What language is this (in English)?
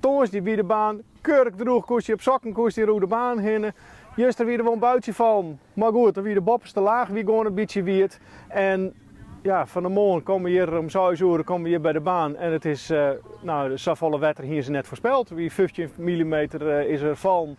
Western Frisian